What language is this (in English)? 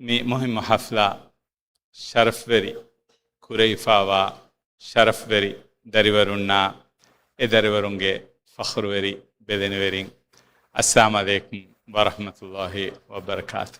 Divehi